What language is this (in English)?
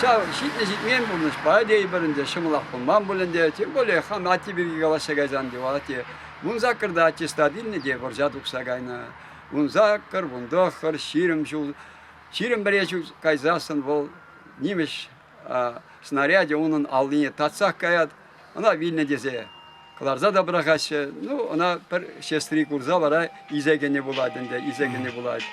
Chuvash